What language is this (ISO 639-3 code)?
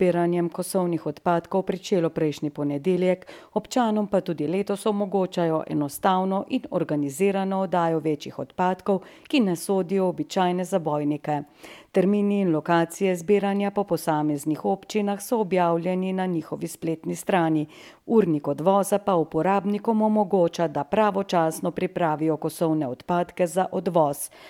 slv